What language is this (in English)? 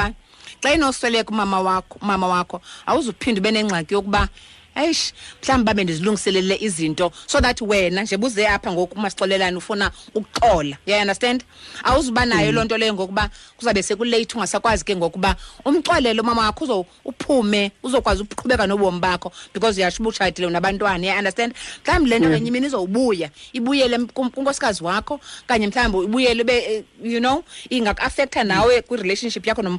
Xhosa